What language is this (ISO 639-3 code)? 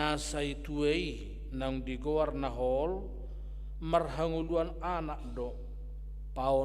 bbc